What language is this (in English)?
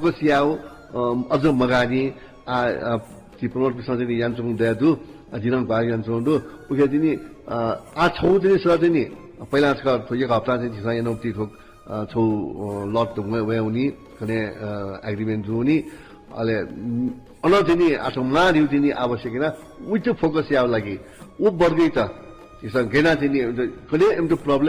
Newari